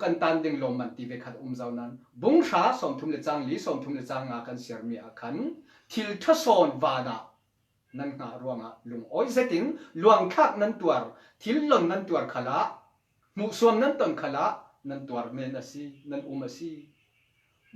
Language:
Falam Chin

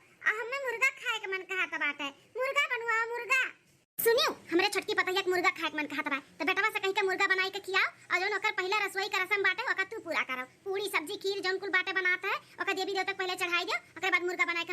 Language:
Awadhi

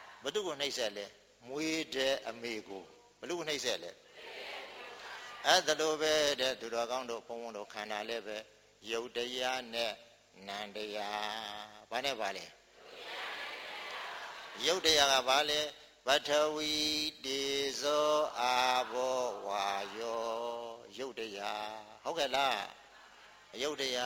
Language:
Burmese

